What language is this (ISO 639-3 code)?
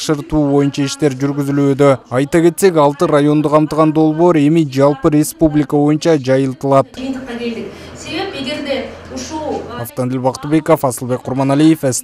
kir